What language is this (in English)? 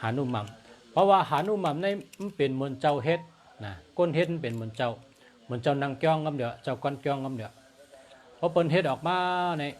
Shan